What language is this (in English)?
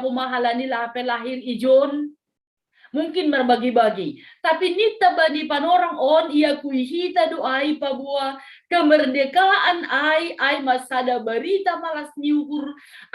Batak Simalungun